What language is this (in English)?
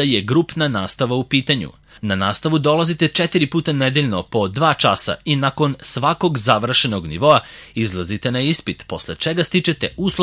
Serbian